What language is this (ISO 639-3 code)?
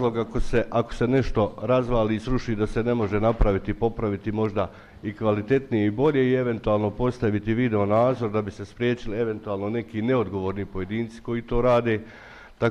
bos